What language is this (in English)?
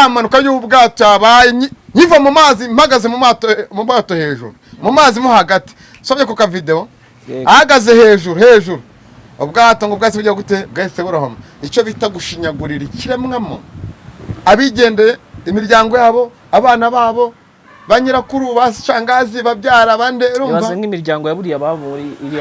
Kinyarwanda